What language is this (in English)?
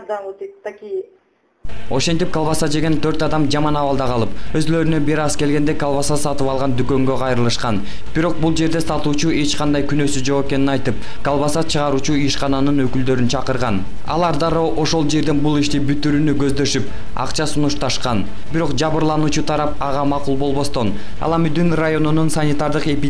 Kyrgyz